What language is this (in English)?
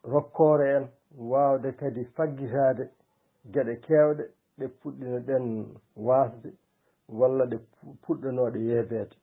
Fula